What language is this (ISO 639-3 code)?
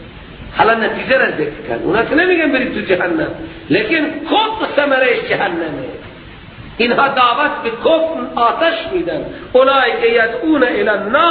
fas